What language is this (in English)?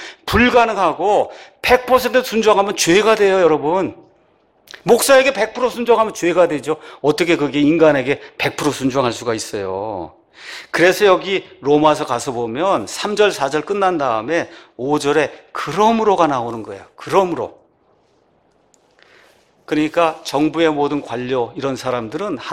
Korean